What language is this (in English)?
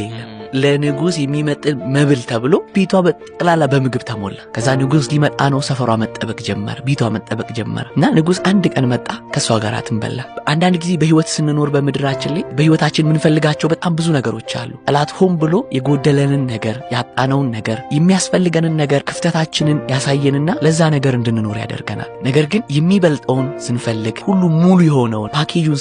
Amharic